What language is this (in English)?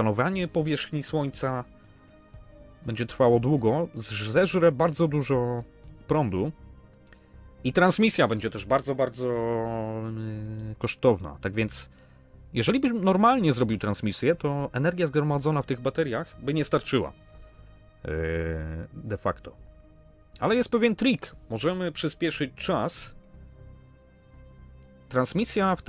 Polish